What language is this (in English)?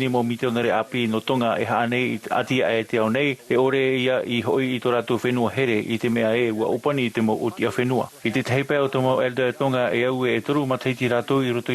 Tahitian